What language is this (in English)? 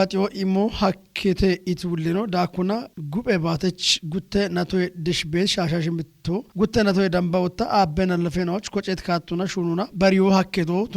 Kafa